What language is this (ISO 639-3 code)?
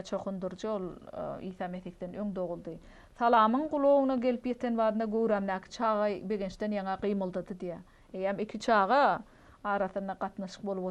tuk